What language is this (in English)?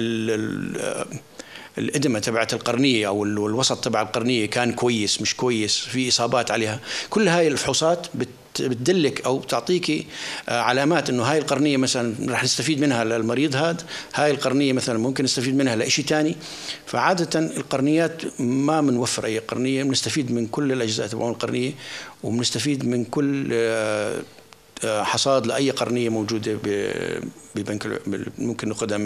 North Levantine Arabic